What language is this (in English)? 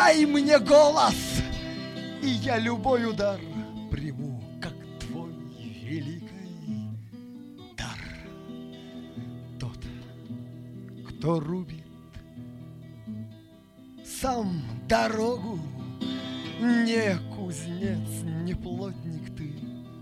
Russian